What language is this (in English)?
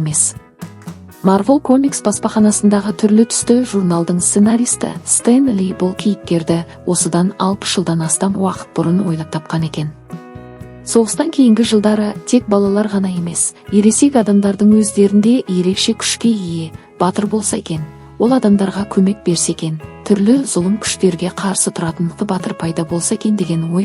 Kazakh